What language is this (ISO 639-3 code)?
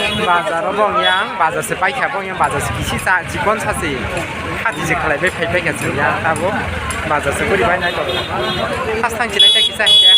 trp